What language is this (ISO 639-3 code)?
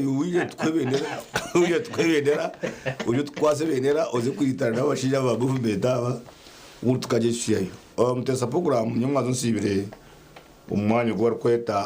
nyn